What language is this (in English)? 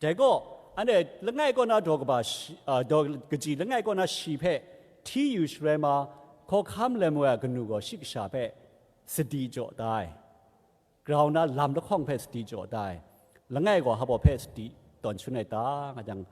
Kachin